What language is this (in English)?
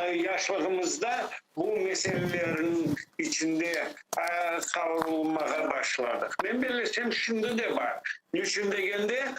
Crimean Tatar